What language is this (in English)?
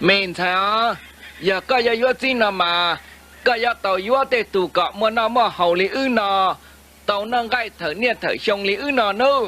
Hmong